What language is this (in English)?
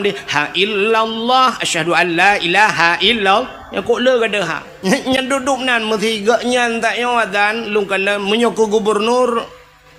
Achinese